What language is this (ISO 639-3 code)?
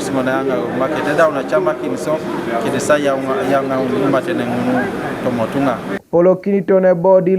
teo